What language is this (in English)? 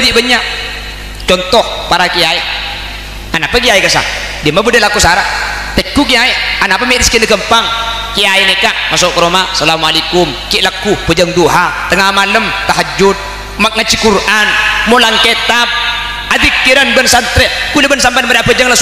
Madurese